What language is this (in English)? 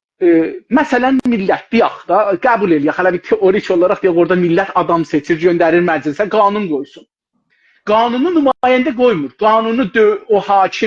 South Azerbaijani